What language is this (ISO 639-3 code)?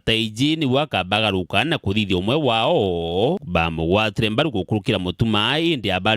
mer